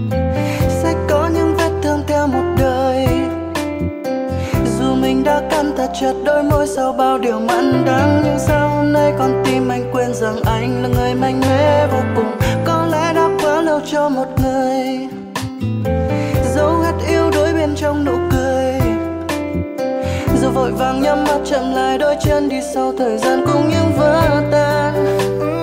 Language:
Vietnamese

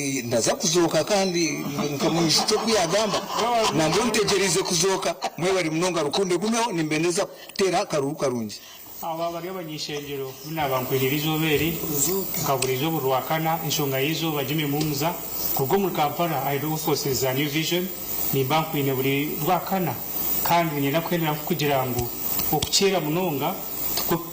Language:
Nyankole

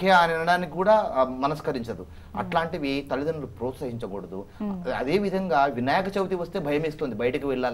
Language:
Telugu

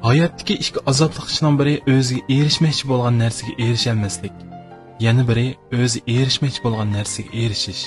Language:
Uyghur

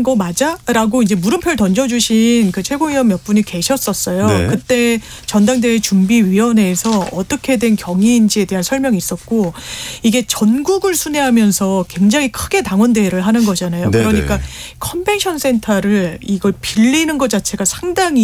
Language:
Korean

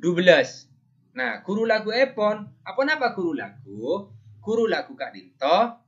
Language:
Madurese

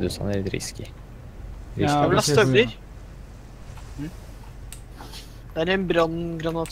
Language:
Norwegian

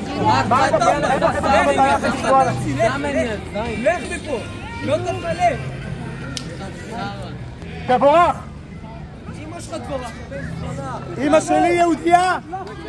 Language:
Hebrew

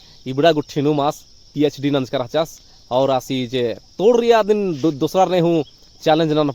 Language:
Kurukh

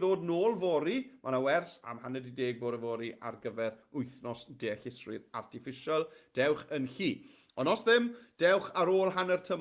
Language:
Welsh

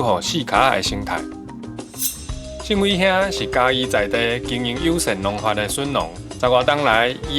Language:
Min Nan Chinese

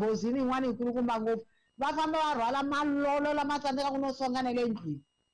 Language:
Tsonga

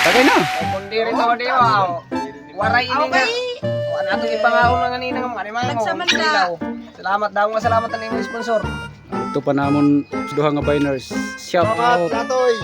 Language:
Waray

